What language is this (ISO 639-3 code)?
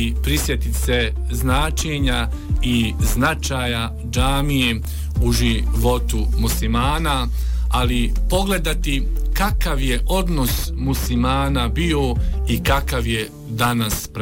bos